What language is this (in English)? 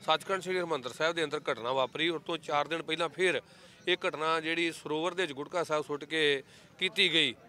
Punjabi